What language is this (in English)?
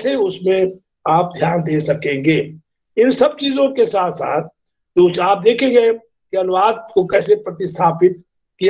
Hindi